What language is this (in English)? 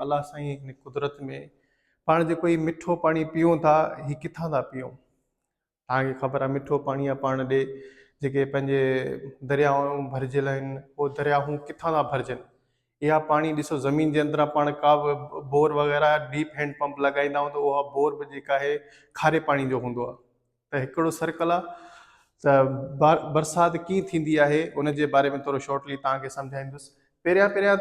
Sindhi